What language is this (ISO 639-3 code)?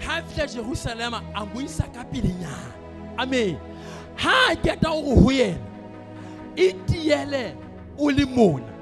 sot